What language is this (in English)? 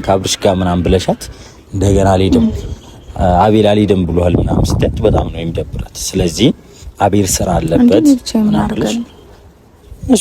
Amharic